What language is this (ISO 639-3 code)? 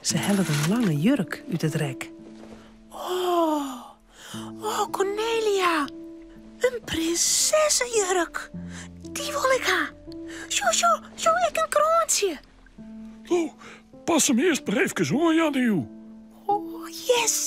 fry